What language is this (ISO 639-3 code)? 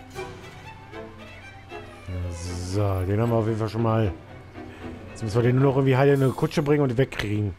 deu